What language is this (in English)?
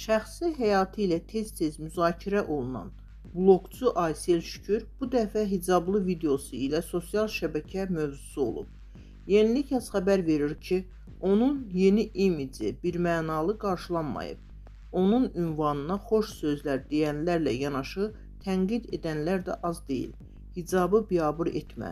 Azerbaijani